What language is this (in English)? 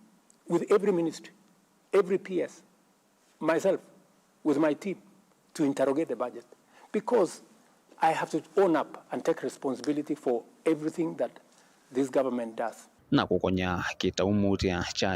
Kamba